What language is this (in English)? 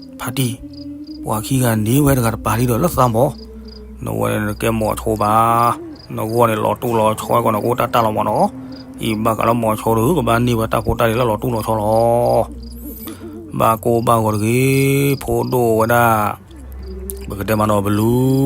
S'gaw Karen